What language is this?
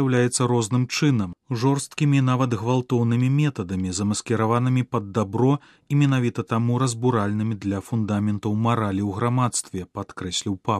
Belarusian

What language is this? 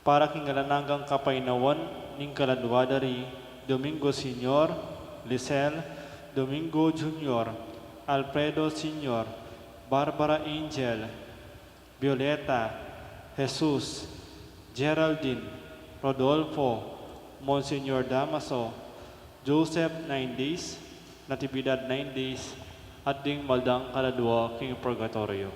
Pampanga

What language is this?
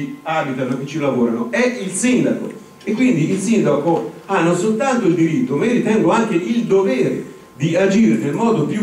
Italian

